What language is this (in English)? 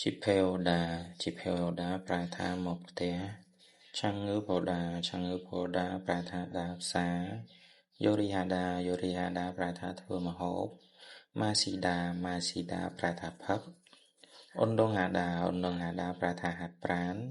Khmer